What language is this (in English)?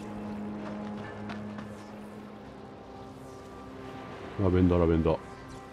Japanese